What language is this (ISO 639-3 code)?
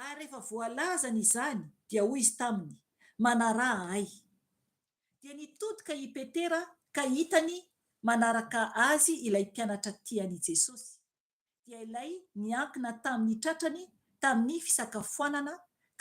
mlg